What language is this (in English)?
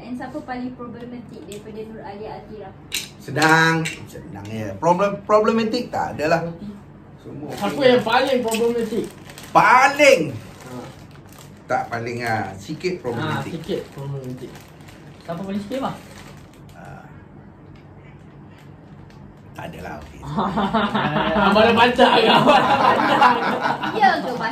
Malay